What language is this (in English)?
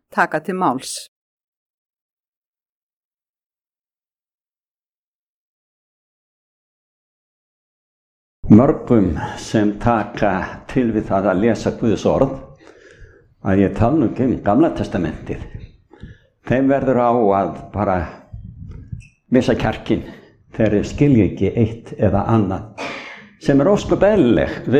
Icelandic